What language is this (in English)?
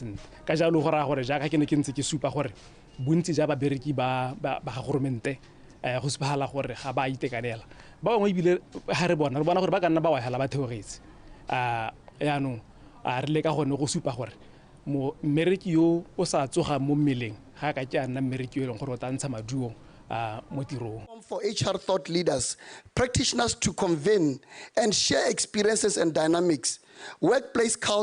Tswana